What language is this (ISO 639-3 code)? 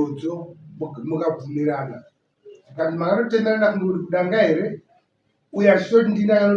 sna